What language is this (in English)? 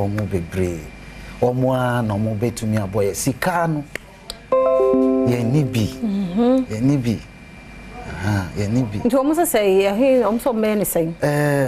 Akan